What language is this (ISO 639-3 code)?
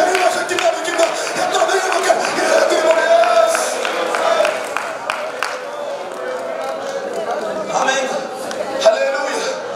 mal